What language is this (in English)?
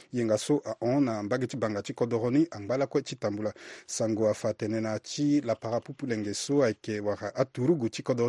Sango